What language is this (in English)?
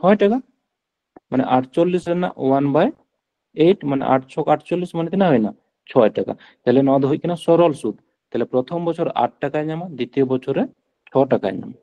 Santali